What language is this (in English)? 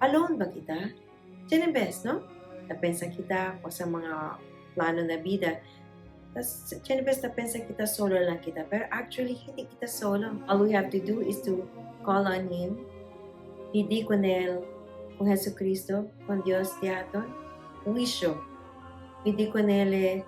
Chavacano